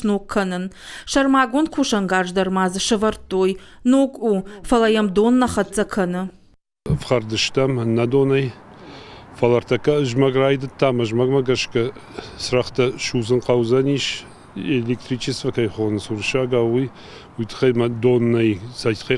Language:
Ossetic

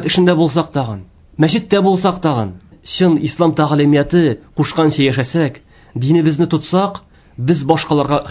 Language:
Tatar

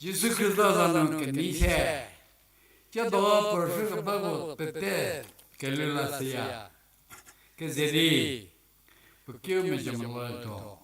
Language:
Angami Naga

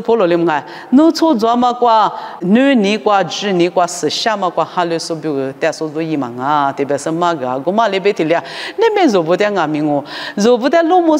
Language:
Lisu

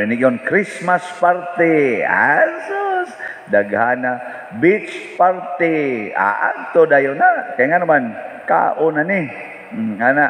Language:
Cebuano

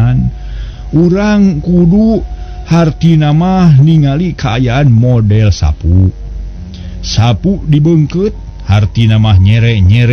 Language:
Sundanese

